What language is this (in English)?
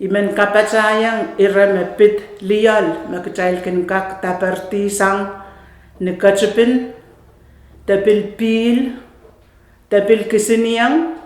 Pohnpeian